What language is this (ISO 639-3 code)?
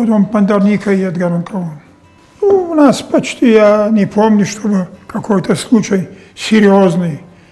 oss